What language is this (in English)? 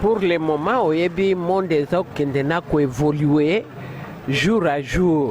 Lingala